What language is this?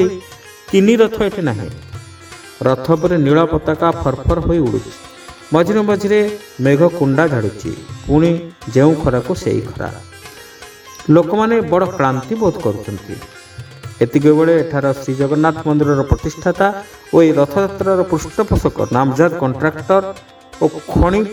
Odia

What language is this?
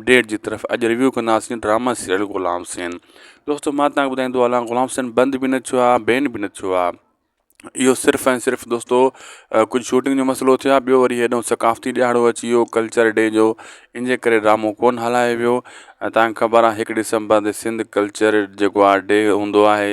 Sindhi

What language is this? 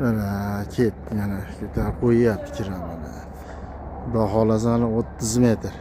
Uzbek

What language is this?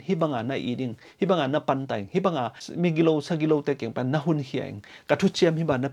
Tedim Chin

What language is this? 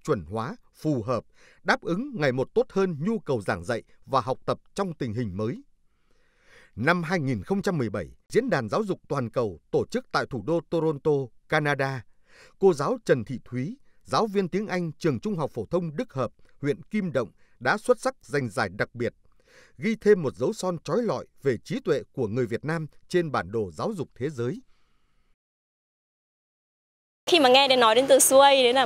Vietnamese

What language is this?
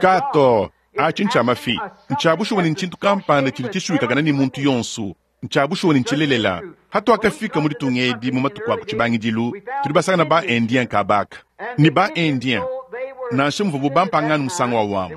Luba-Lulua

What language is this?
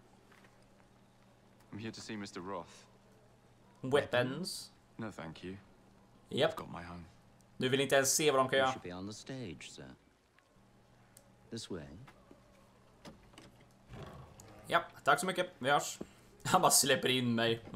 Swedish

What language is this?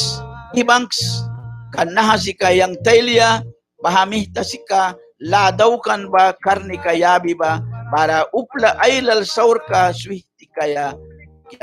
Mískito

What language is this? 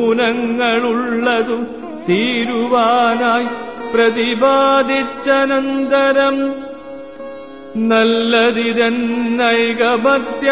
Malayalam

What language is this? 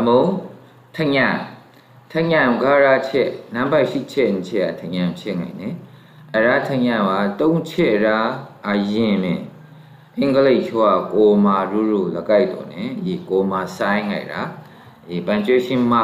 Maru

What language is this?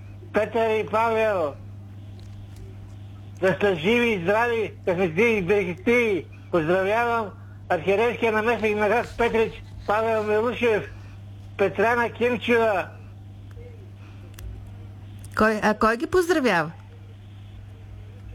Bulgarian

